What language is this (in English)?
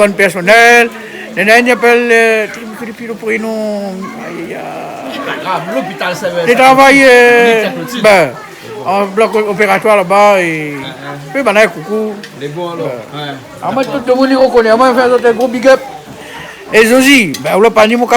Réunion Creole French